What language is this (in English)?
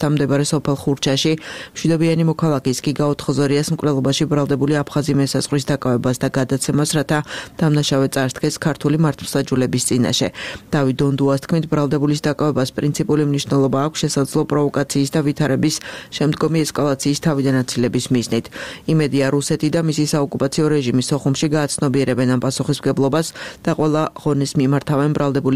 Georgian